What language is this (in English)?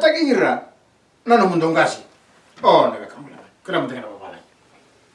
Fijian